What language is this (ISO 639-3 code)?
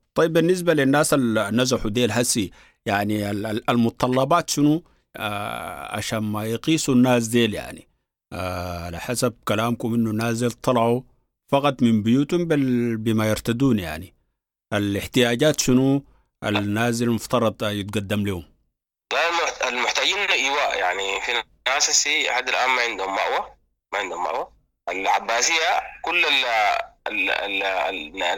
apd